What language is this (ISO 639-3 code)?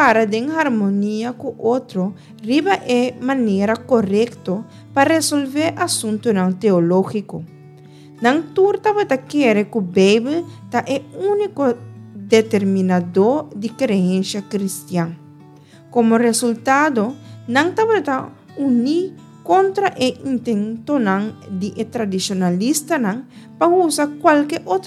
pap